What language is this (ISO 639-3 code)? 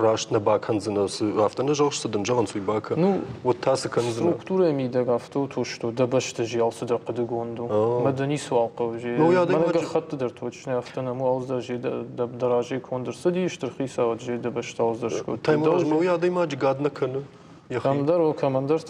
oss